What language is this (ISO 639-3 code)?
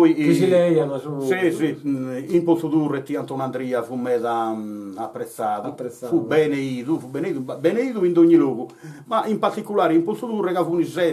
srd